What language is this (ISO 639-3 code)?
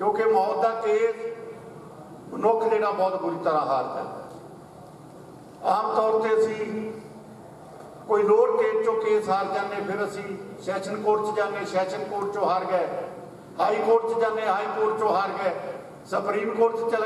pan